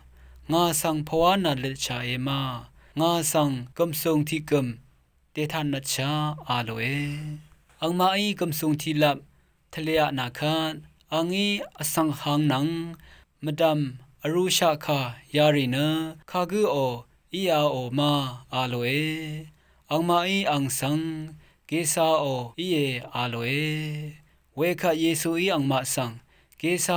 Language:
Rawang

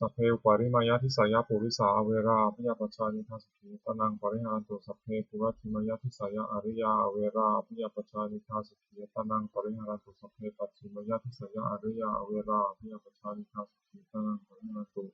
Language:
Pali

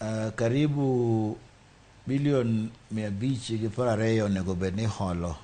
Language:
Luo (Kenya and Tanzania)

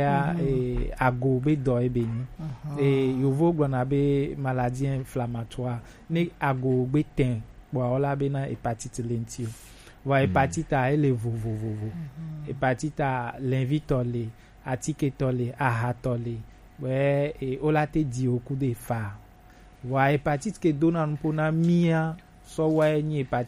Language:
Gen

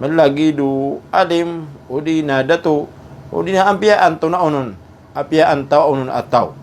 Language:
Maranao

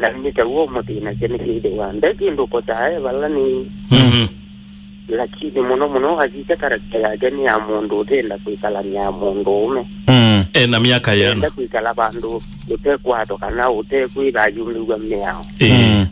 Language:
Kamba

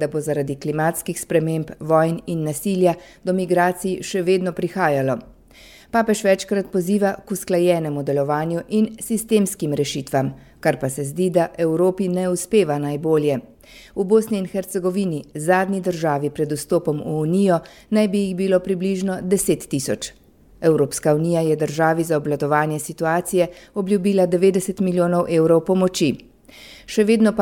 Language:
Slovenian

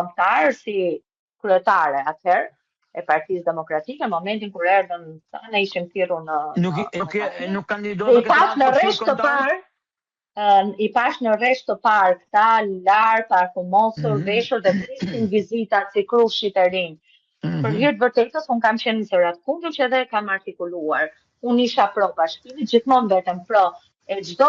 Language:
Albanian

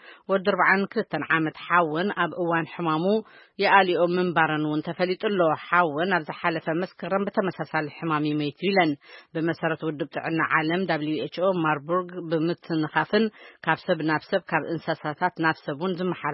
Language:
Tigrinya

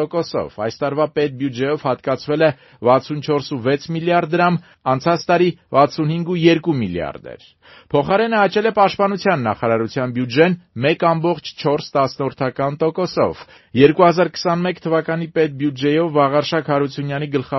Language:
Armenian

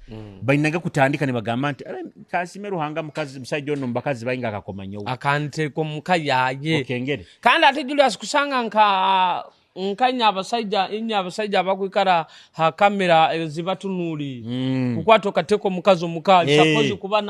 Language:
Nyoro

